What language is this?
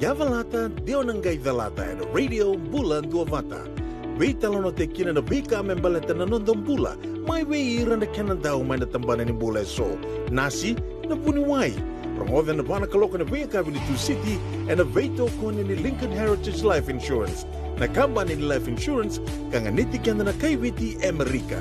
Fijian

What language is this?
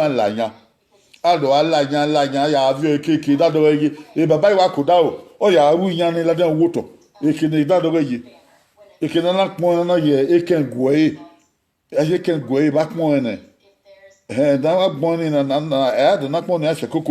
Bini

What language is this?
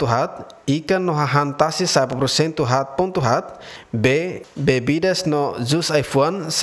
Tetum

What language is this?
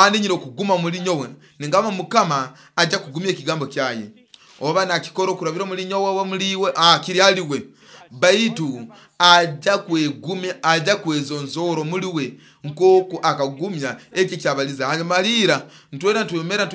Nyoro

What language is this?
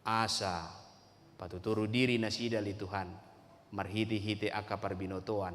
Batak Toba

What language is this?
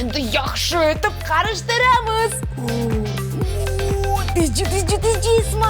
Crimean Tatar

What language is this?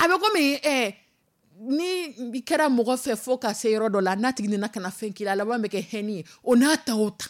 Dyula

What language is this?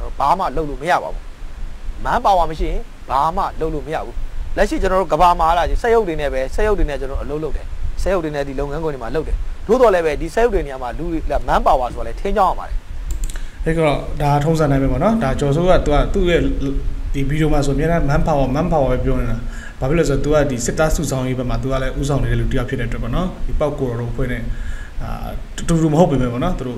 Burmese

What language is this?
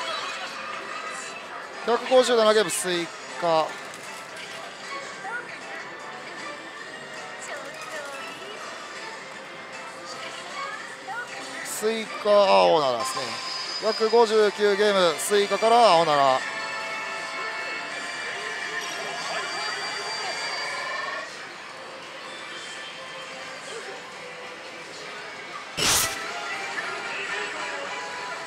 Japanese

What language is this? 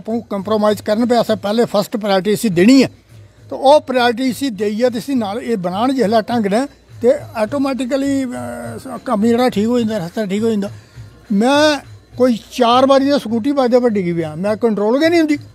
Dogri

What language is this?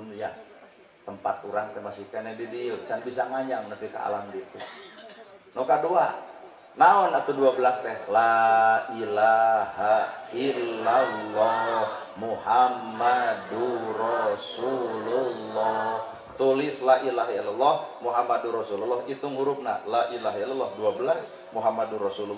Sundanese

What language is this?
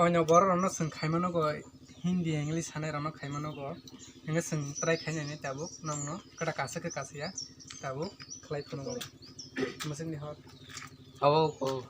Kok Borok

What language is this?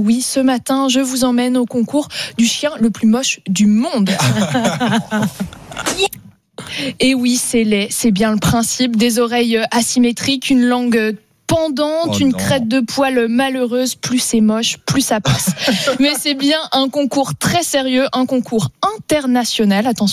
French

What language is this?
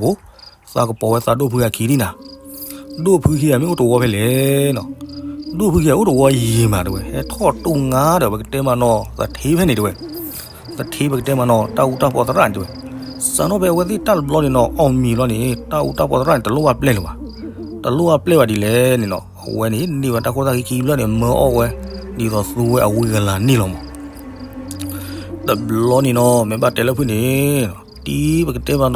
S'gaw Karen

